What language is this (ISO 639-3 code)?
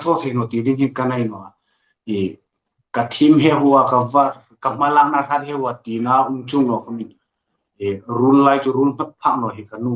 hmr